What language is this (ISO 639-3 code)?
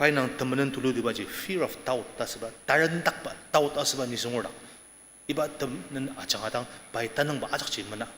njo